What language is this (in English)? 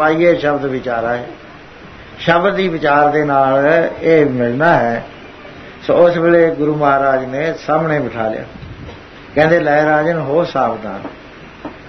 Punjabi